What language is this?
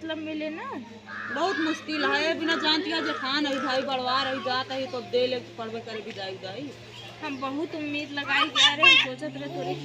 Awadhi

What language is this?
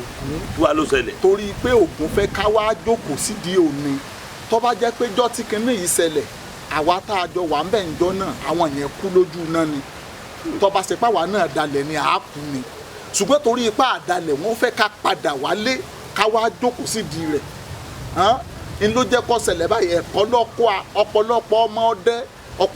Yoruba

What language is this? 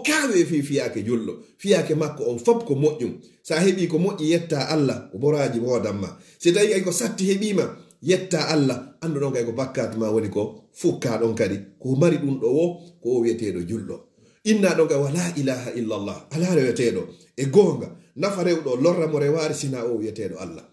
Fula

